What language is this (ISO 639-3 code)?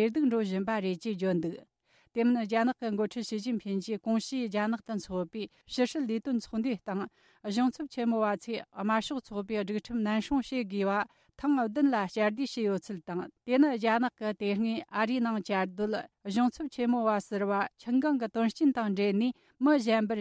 bod